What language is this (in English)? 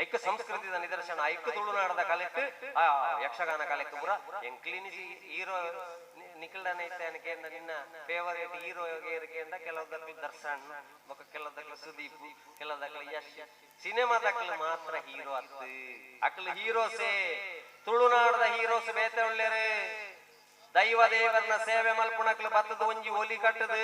Tulu